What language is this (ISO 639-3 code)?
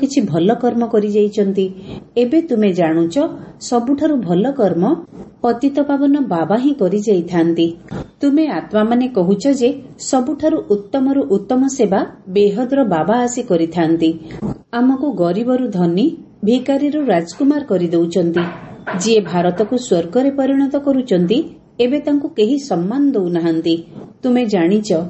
ori